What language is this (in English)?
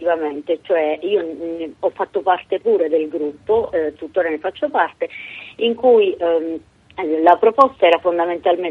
Italian